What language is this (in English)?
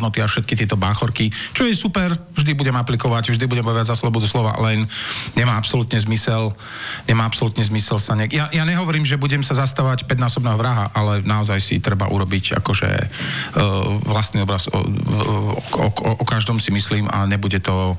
Slovak